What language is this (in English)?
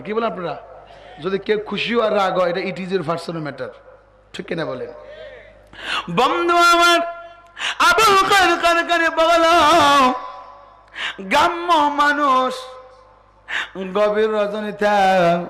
Bangla